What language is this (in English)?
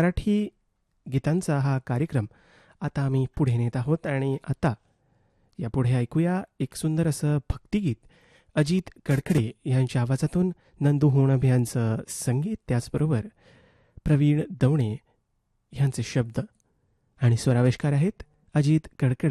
Marathi